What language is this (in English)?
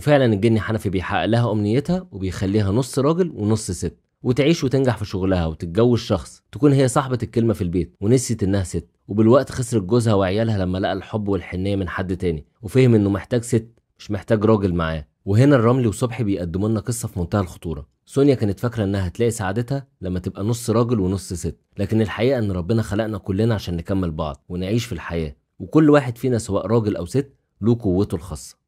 Egyptian Arabic